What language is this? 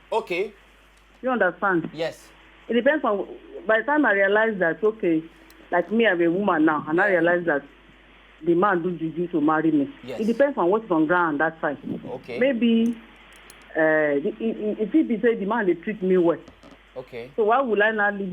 Nigerian Pidgin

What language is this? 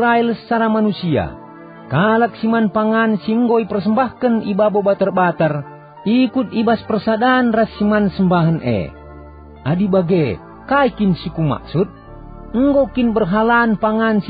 Batak Karo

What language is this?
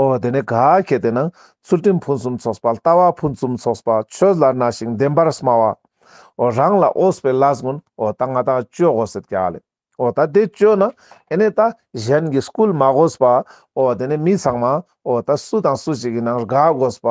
Ladakhi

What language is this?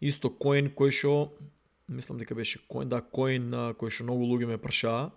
Macedonian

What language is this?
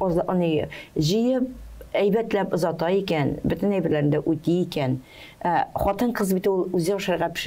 Tatar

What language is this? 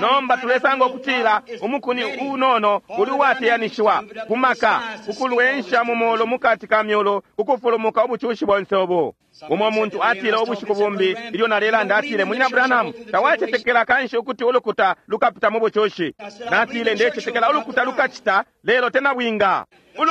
Bemba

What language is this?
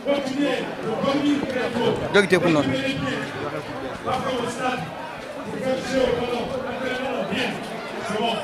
Fula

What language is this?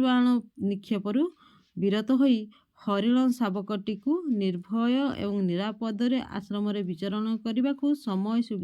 Odia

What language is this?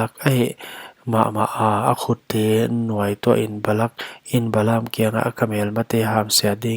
Paite Chin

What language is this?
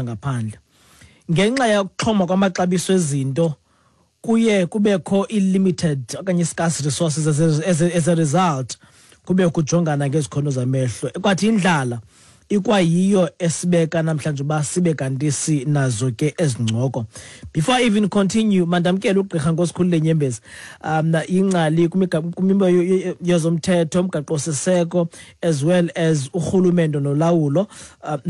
Xhosa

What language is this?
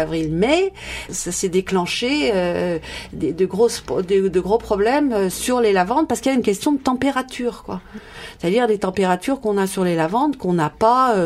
French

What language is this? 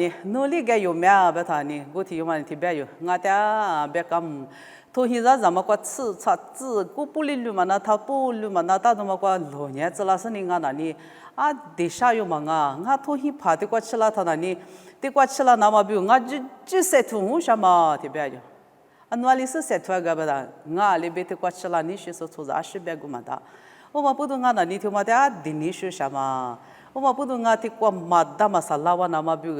Lisu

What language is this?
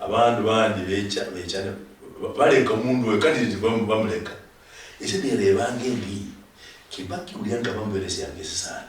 Luyia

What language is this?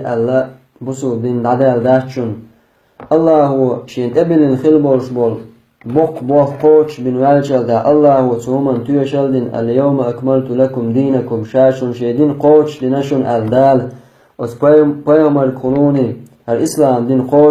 Chechen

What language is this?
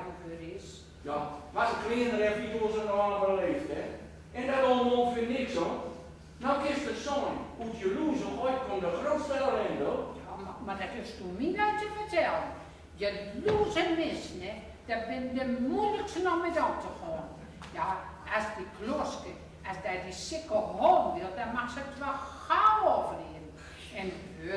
Gronings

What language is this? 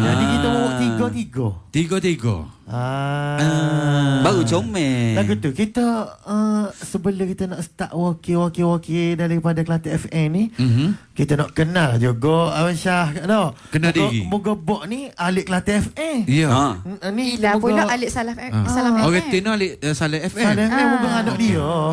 Malay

